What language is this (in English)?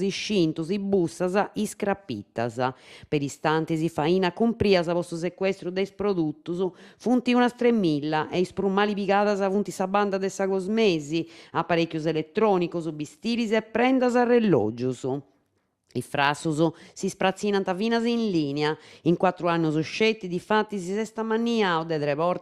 Sardinian